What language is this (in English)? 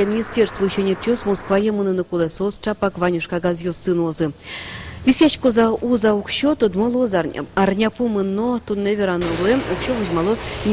Udmurt